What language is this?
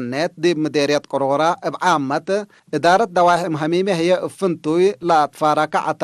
Tigre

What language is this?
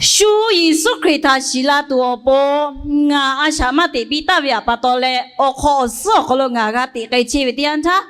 Lahu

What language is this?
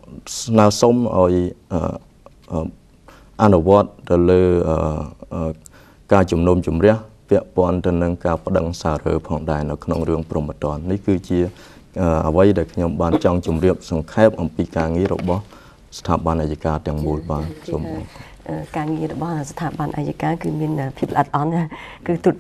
Khmer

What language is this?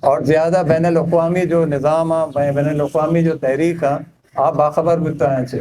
Eastern Balochi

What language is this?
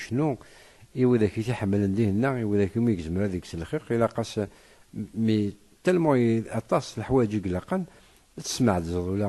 Kabyle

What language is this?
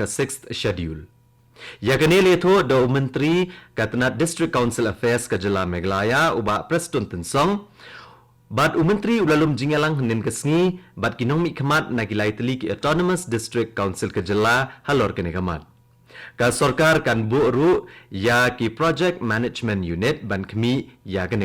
Khasi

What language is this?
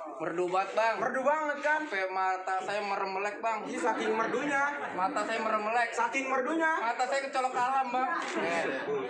Betawi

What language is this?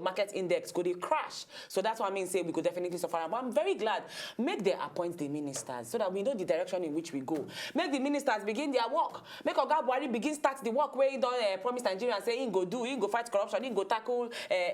Nigerian Pidgin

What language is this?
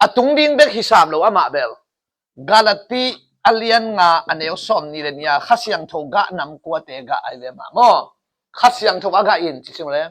Tedim Chin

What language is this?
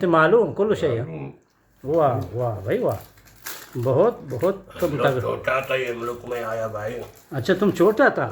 Eastern Balochi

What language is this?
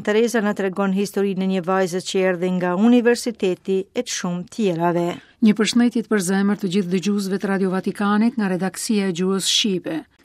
Albanian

